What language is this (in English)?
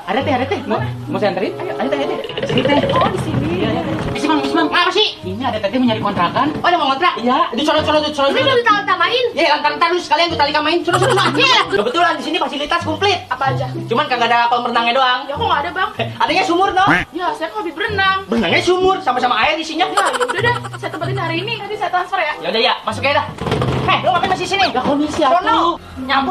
Betawi